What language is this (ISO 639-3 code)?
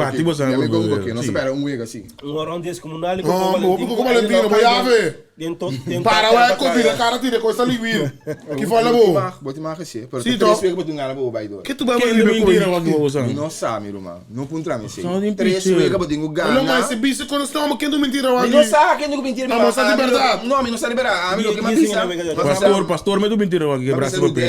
pap